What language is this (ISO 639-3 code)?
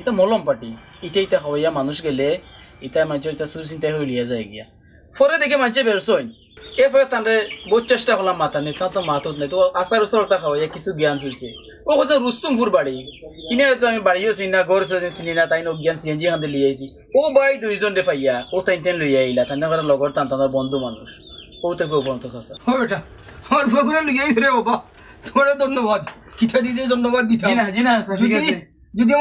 syl